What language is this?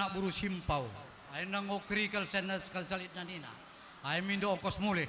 Batak Karo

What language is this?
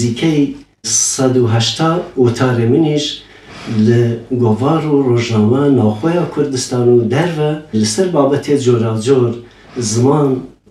Kurdish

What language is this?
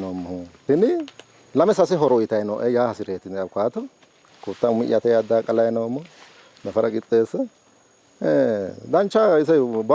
Sidamo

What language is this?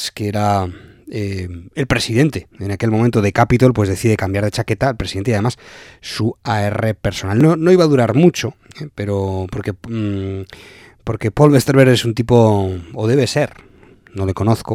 Spanish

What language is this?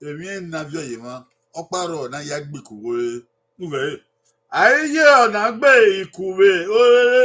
Bini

